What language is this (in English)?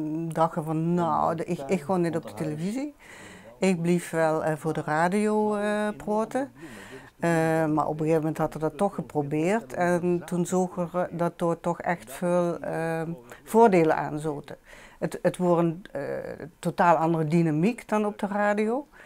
Limburgish